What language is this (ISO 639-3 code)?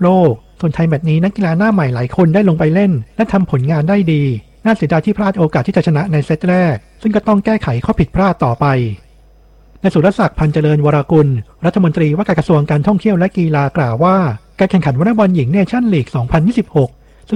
tha